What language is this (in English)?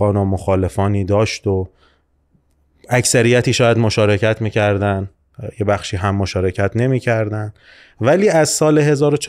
Persian